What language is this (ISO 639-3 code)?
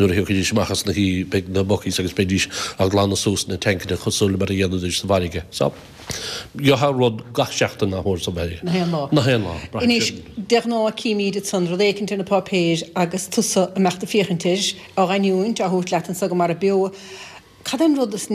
gle